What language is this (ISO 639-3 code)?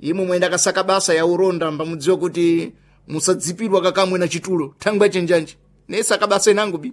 seh